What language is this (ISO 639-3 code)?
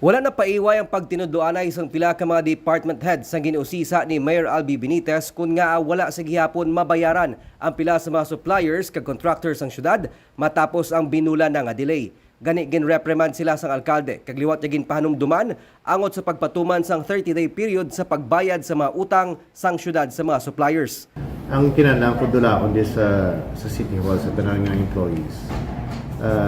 hil